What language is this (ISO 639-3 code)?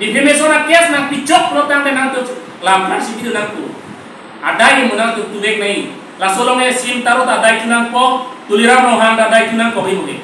mjw